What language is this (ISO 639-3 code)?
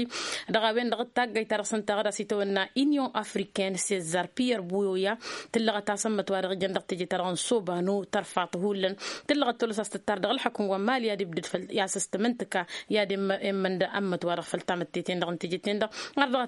taq